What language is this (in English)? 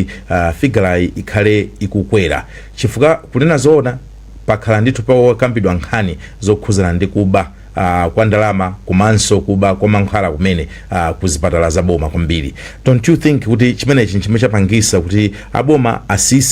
Nyanja